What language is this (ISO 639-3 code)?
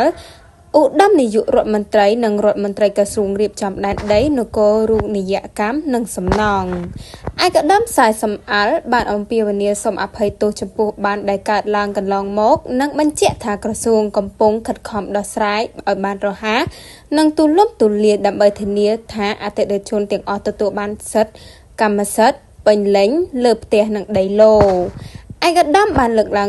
khm